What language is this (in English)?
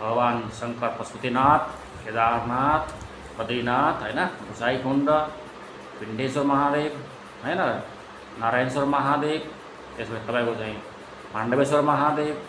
Nepali